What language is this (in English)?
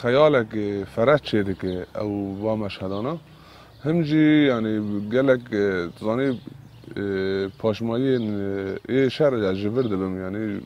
Kurdish